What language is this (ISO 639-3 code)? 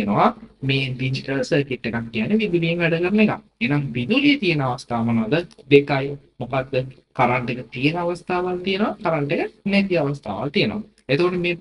sin